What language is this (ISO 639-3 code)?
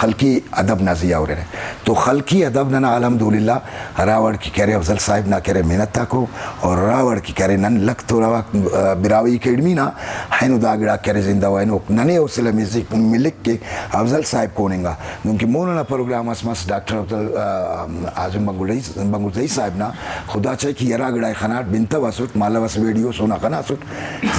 brh